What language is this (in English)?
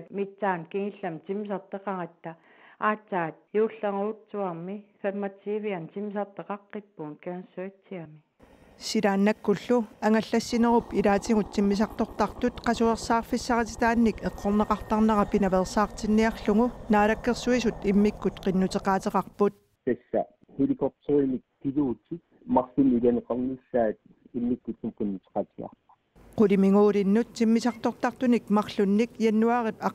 Kalaallisut